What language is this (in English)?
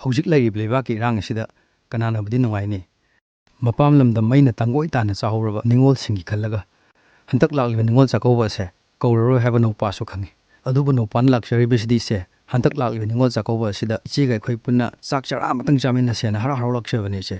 Manipuri